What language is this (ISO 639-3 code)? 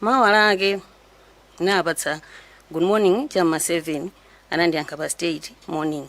nya